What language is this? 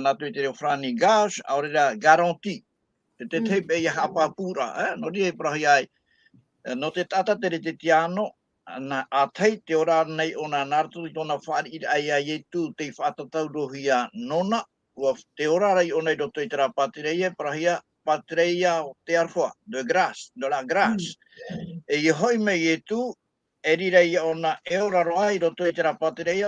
Tahitian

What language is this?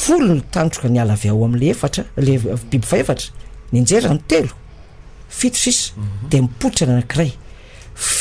Malagasy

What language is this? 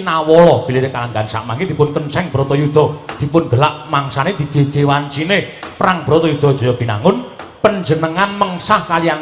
Javanese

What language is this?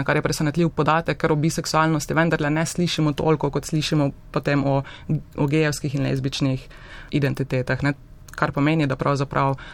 Slovenian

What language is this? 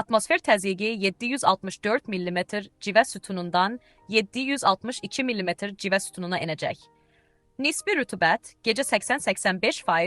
Azerbaijani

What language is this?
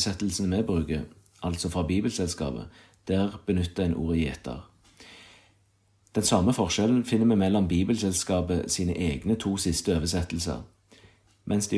Norwegian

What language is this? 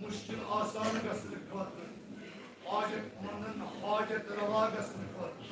Kashmiri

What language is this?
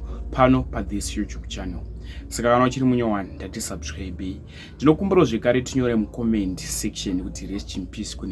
Shona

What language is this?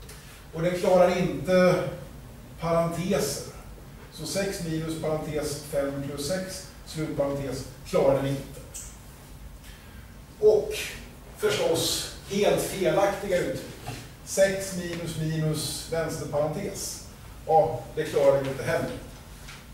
Swedish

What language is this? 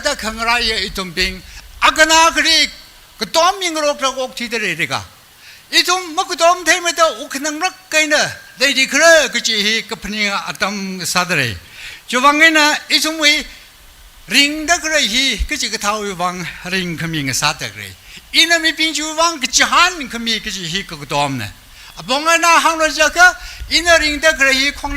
Tangkhul Naga (India)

